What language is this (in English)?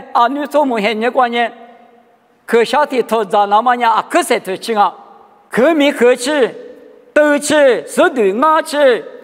Lisu